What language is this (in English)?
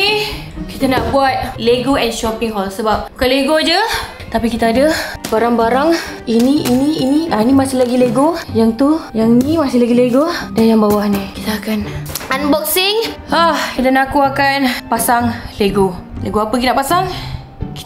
Malay